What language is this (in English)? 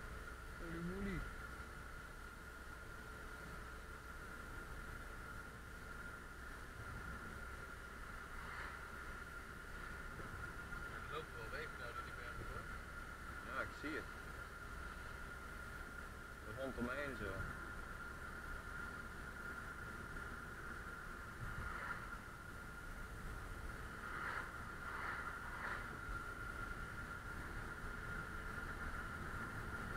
Dutch